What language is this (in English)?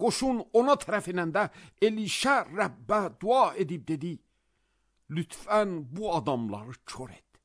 Azerbaijani